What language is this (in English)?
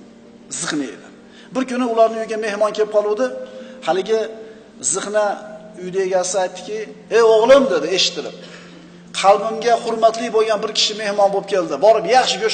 Uzbek